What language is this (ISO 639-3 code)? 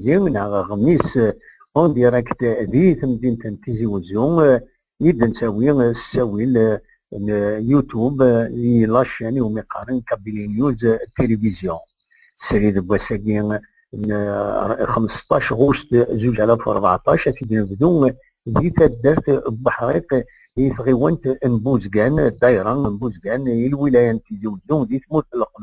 kab